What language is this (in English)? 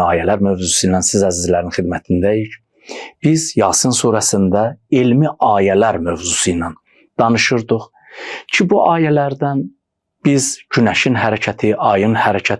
Azerbaijani